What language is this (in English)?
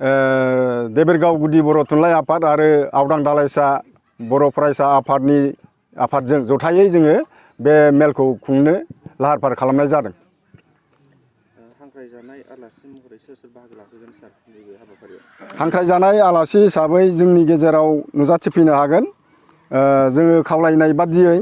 Bodo